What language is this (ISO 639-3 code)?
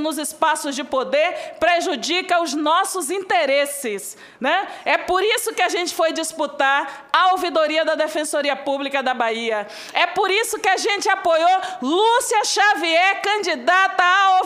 por